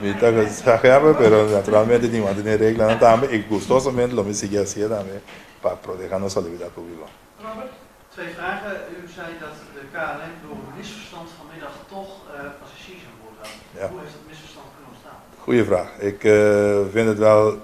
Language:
Papiamento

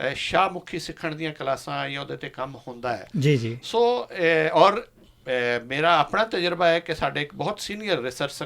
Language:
Western Panjabi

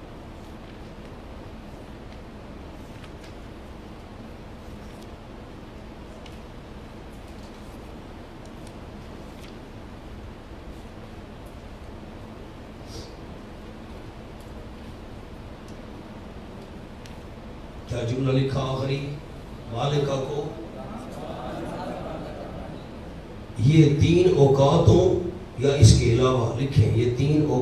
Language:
Urdu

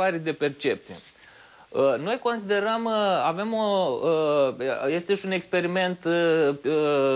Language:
Romanian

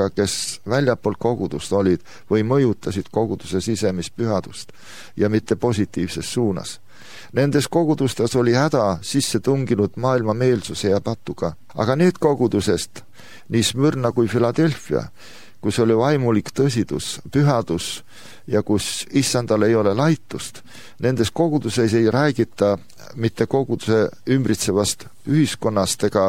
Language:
Estonian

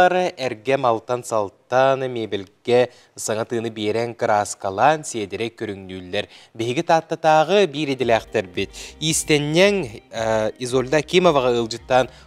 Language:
Yakut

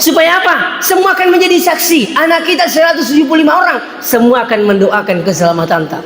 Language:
Buginese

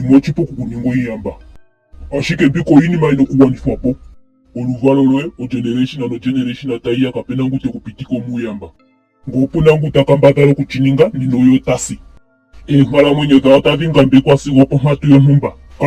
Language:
Ndonga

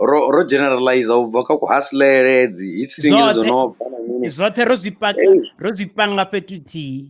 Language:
Venda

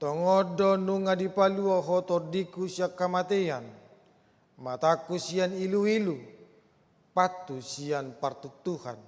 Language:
Batak Toba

